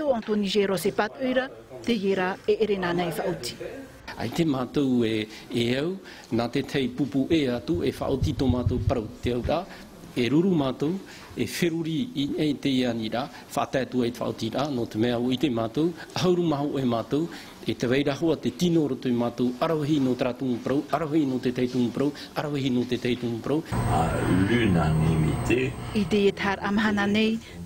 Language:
Tahitian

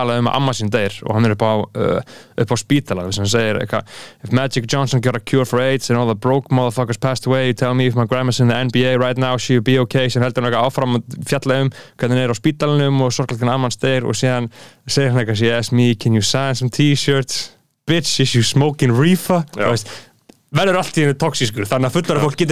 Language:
Icelandic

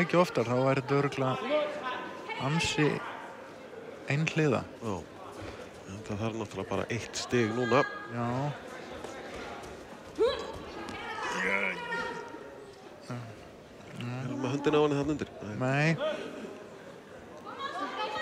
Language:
Icelandic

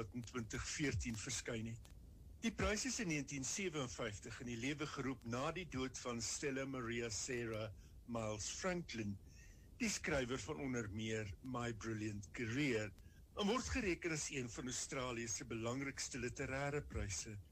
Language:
Afrikaans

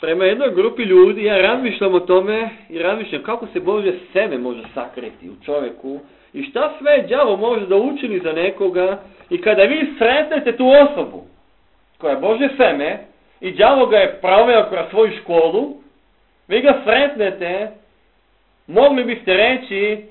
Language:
Serbian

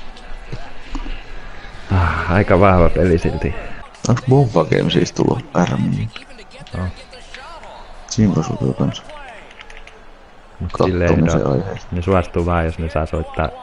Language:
Finnish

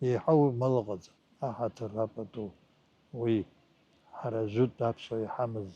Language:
Abkhazian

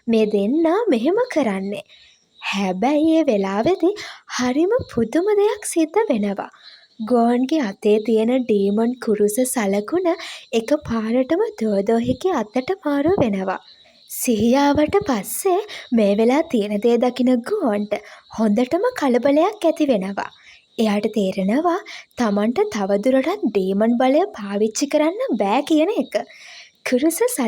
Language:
Sinhala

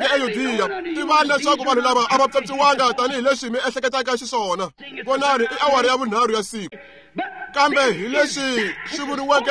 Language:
Tsonga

